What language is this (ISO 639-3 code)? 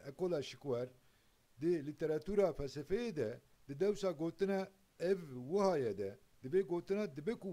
kur